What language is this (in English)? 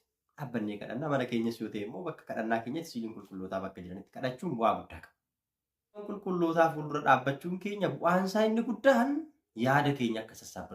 Oromo